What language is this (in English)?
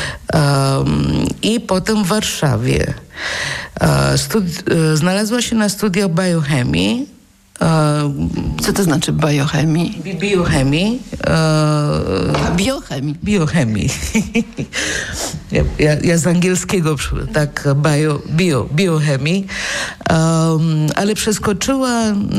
Polish